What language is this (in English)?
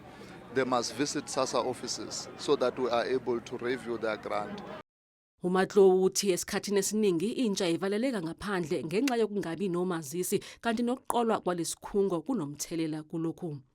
Zulu